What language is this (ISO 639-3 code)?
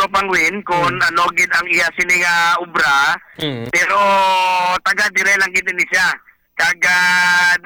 hil